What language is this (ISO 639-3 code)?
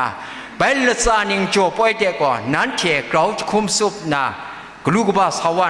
kac